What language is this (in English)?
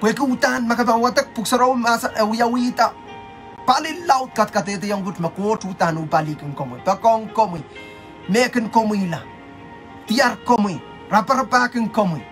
Pohnpeian